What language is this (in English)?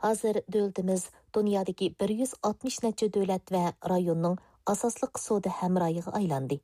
Uyghur